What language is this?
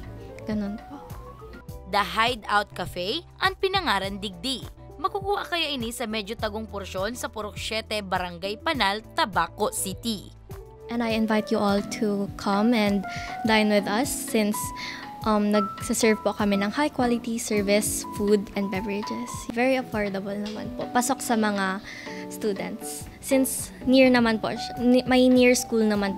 Bikol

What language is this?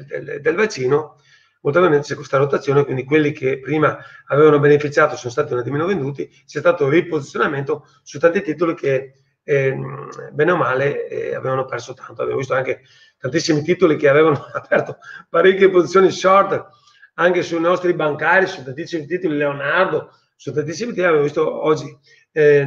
Italian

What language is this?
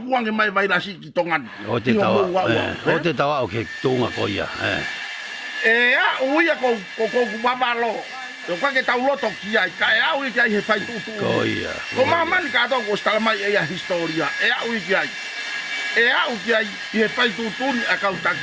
Tongan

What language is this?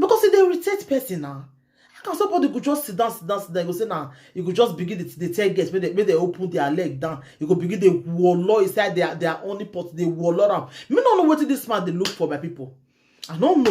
Nigerian Pidgin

